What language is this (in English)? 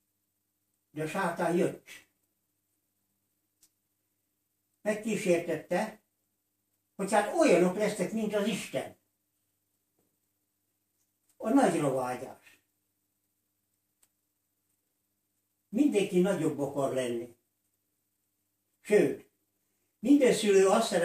Hungarian